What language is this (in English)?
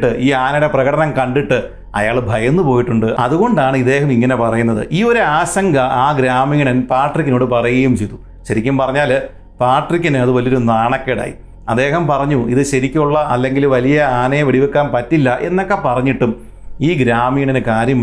Malayalam